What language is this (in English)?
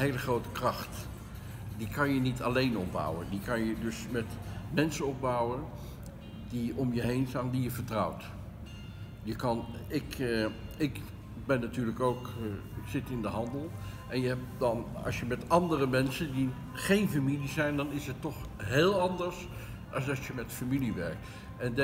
Dutch